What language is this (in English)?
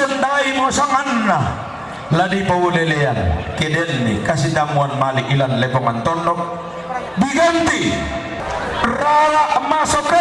Toraja-Sa'dan